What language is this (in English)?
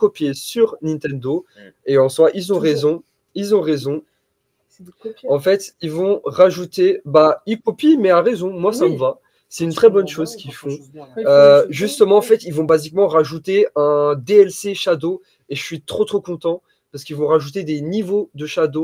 French